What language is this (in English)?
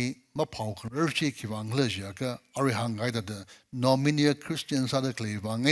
Tangkhul Naga (India)